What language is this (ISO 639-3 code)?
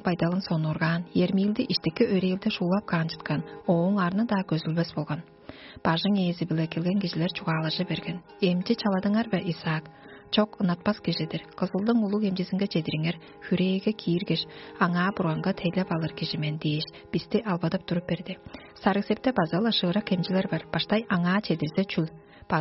tyv